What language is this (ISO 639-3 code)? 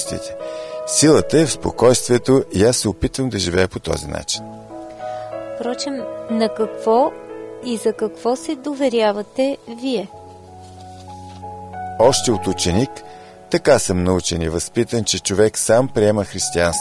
bul